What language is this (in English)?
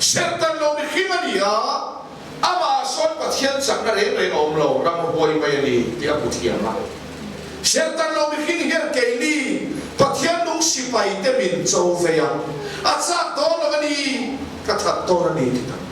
Mizo